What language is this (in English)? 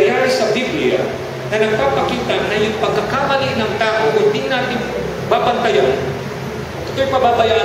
Filipino